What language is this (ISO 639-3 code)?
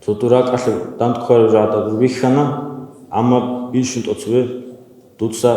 ava